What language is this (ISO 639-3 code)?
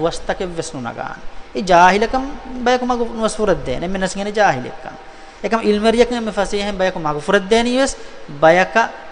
div